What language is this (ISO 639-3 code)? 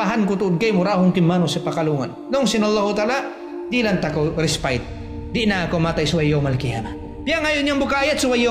tsg